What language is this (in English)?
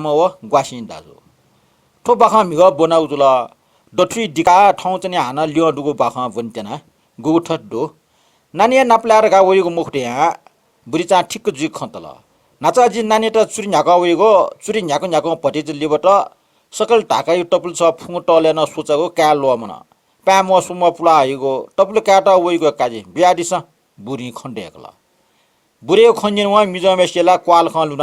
Newari